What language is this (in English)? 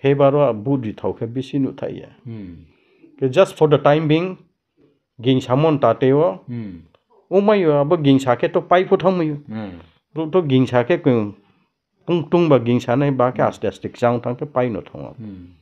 Riang (India)